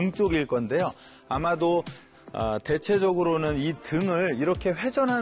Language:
Korean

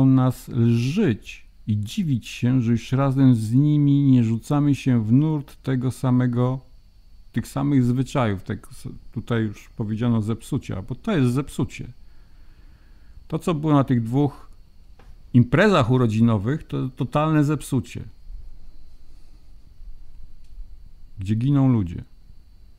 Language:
Polish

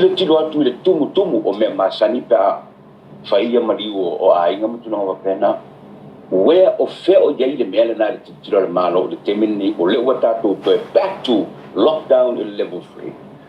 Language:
Samoan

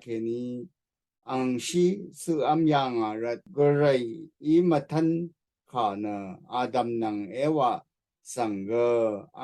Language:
Rawang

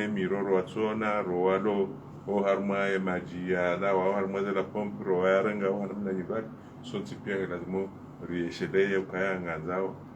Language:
Ngazidja Comorian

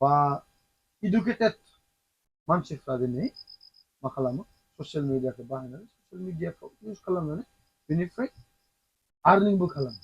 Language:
Bodo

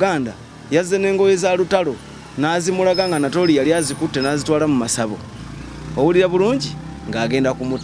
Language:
Ganda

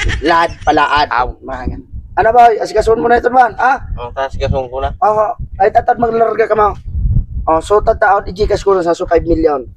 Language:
Bikol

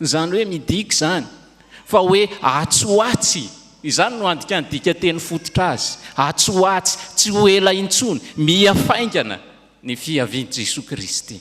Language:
Malagasy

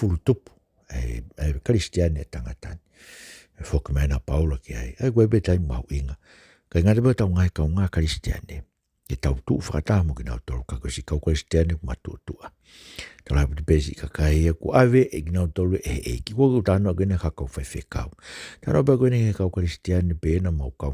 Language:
Tongan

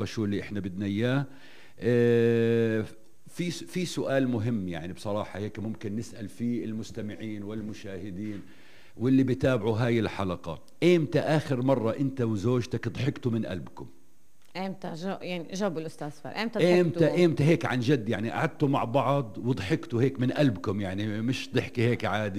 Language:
North Levantine Arabic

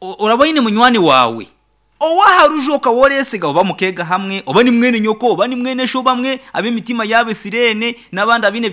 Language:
Nyankole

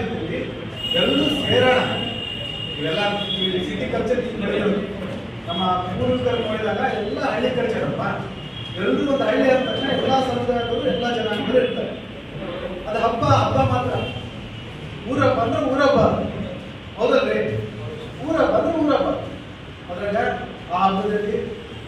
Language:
Kannada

